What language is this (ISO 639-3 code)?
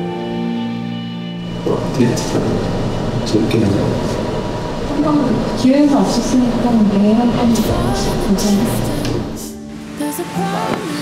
kor